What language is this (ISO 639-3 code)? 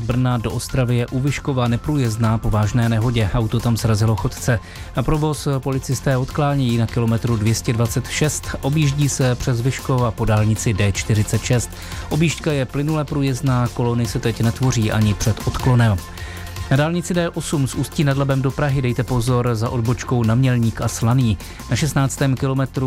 ces